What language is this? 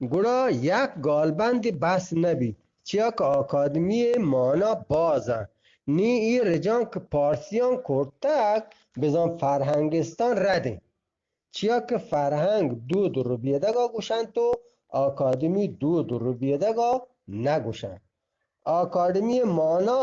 Eastern Balochi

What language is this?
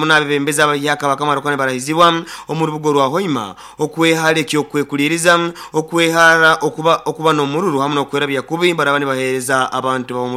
Nyoro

